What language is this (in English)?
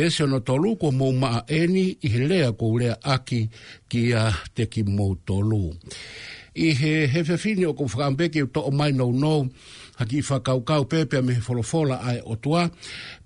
Tongan